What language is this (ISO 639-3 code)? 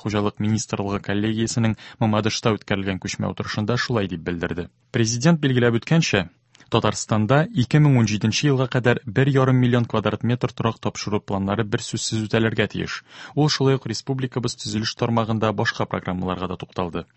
tat